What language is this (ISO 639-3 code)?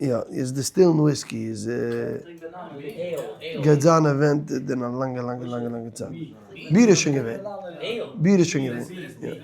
yid